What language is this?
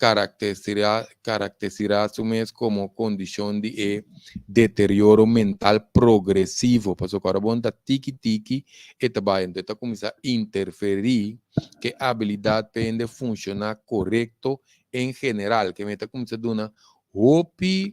Papiamento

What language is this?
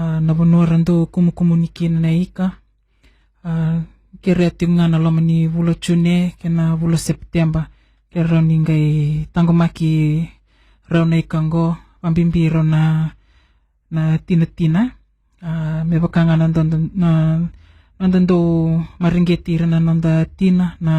Fijian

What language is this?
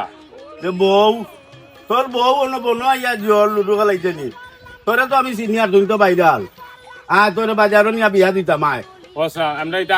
Sylheti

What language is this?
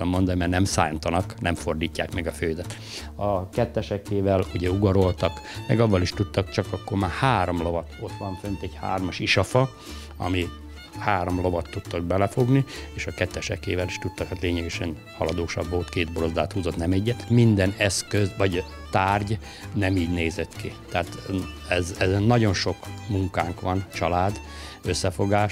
Hungarian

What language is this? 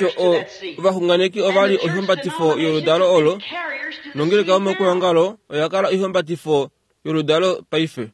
Kuanyama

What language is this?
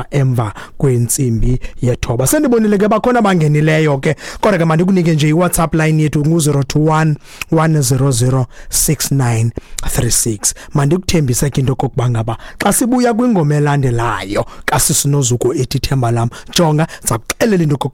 Xhosa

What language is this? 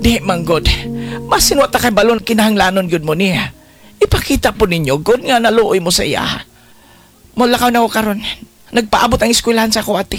Cebuano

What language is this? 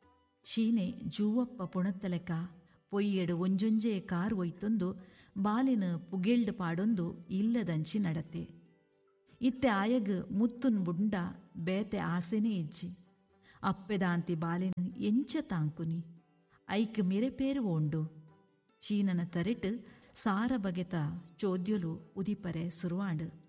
Tulu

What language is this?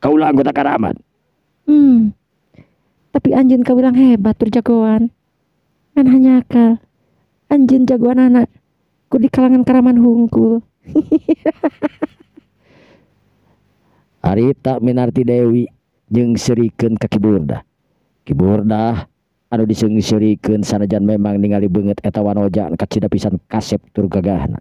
Sundanese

